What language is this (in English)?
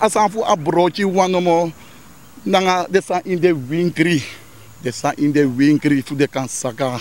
Sranan Tongo